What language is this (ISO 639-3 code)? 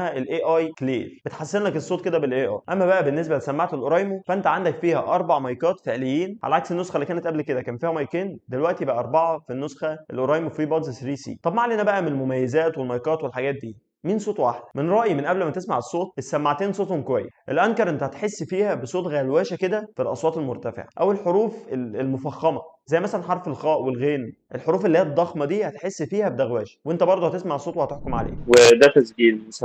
arz